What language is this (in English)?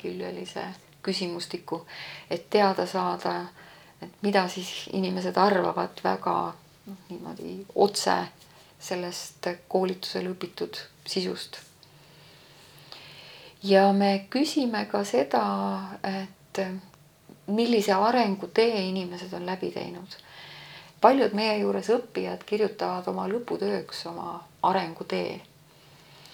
Estonian